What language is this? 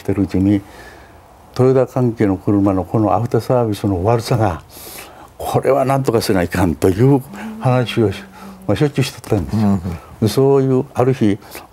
Japanese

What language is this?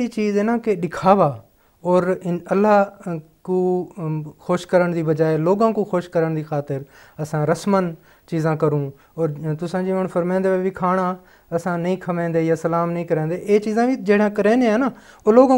Saraiki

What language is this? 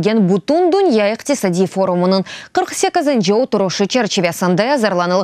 Crimean Tatar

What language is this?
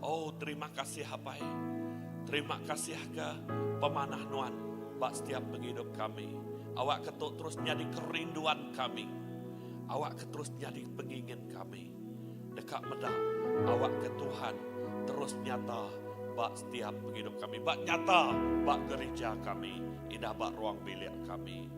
Iban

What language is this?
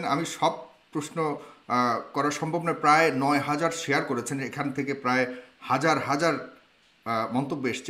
Bangla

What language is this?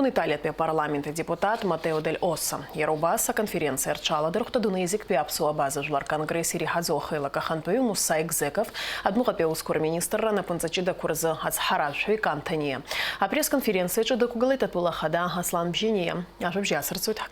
Abkhazian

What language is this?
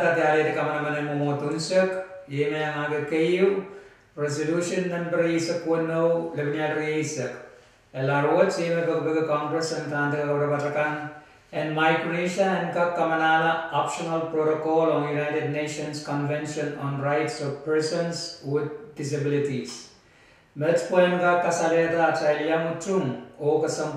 Pohnpeian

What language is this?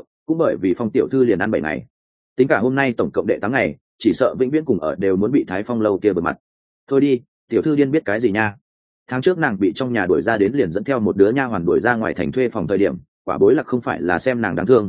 Vietnamese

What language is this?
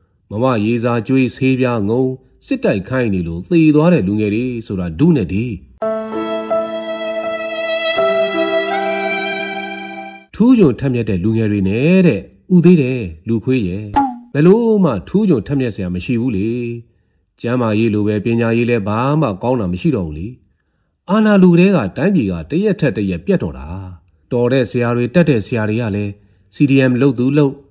Burmese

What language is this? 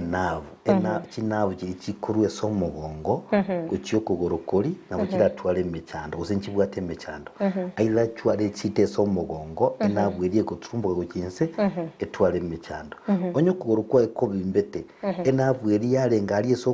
Gusii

